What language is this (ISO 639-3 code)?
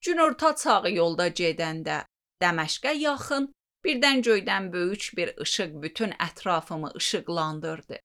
aze